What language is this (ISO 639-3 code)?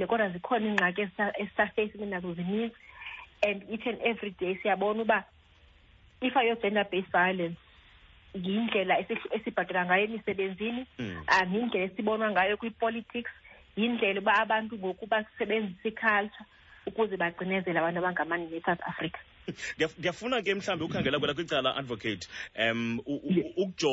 xho